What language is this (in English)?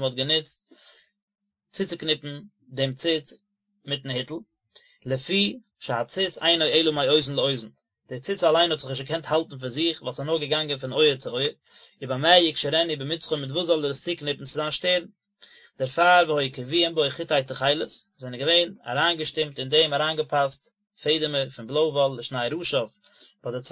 Yiddish